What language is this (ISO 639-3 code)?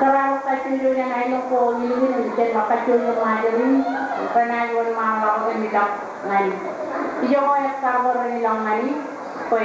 mah